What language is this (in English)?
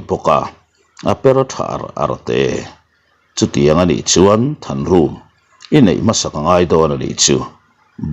Mizo